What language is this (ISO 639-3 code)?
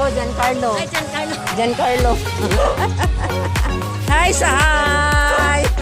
ceb